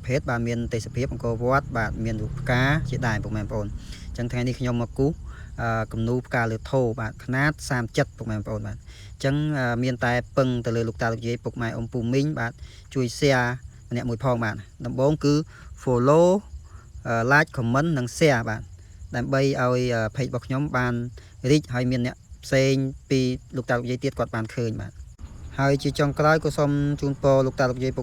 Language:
Khmer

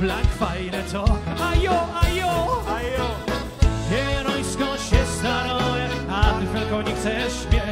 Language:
Silesian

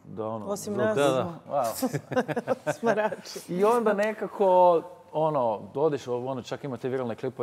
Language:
Croatian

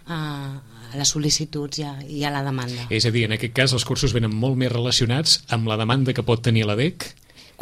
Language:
Catalan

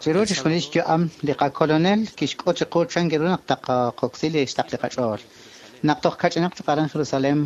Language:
Kekchí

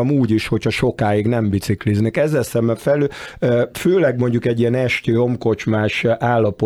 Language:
Hungarian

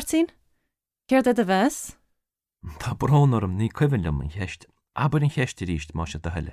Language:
Irish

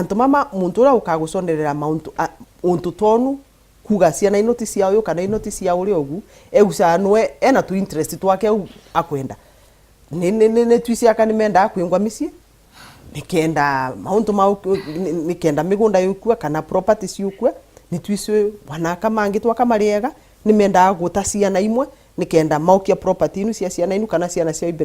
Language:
Meru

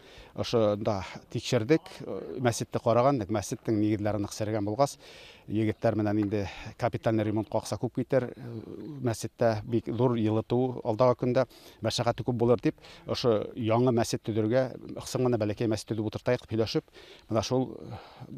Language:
Bashkir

